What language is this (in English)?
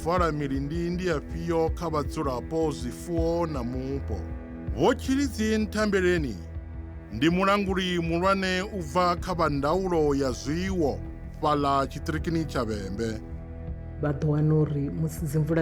Venda